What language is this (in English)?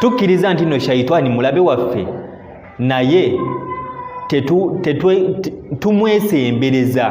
Ganda